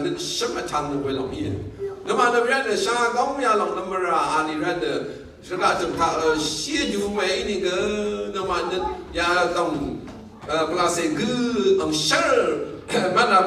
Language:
Rawang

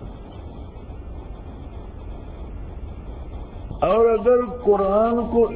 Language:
Urdu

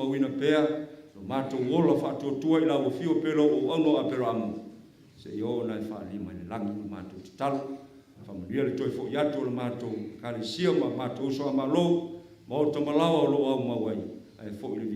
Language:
Samoan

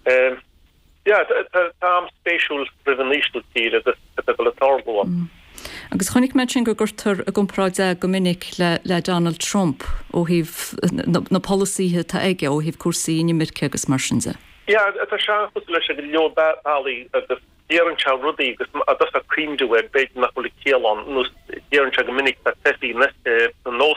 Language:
Irish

